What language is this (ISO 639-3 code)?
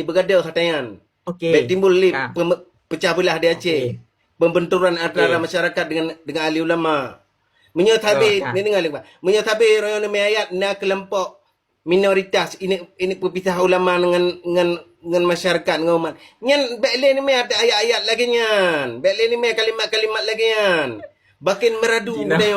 ace